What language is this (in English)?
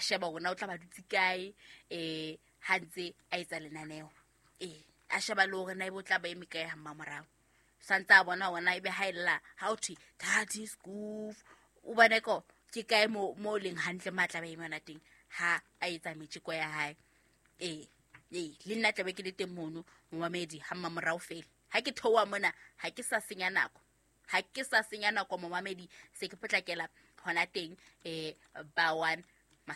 Southern Sotho